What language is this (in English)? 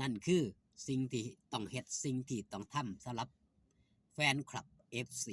Northeastern Thai